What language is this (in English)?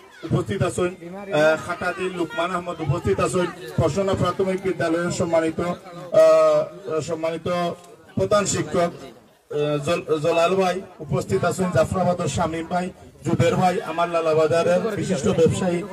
Sylheti